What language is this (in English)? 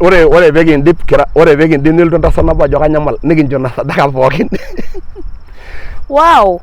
Masai